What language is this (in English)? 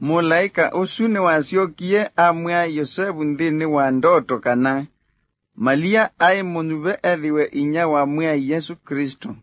Kamba